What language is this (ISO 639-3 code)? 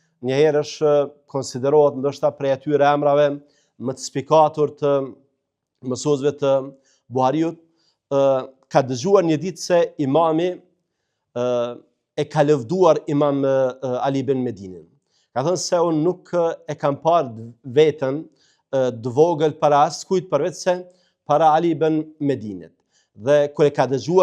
sqi